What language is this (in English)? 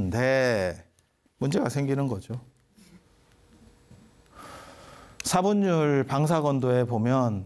Korean